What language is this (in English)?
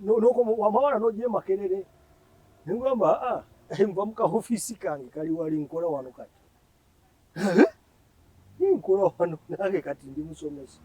Ganda